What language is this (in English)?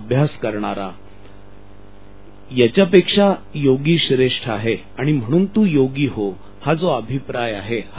Marathi